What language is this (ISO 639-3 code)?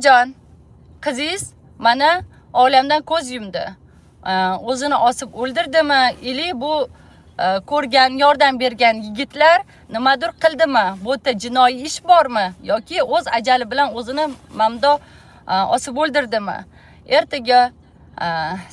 uzb